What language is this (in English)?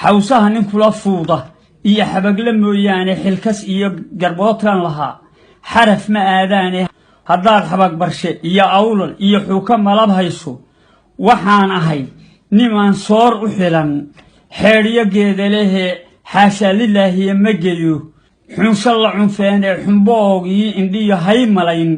Somali